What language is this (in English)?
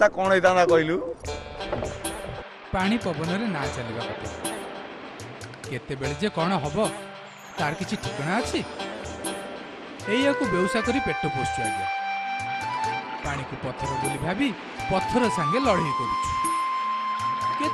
Odia